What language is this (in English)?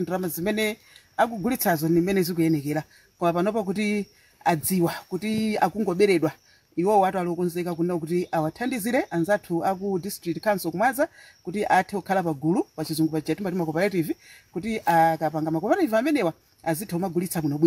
Nyanja